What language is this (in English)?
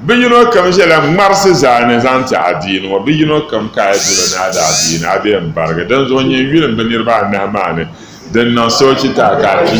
Dagbani